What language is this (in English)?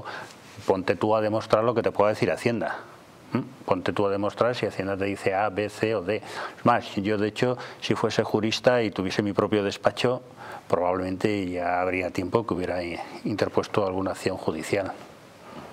Spanish